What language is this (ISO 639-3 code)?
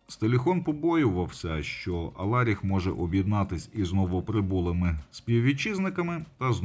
ukr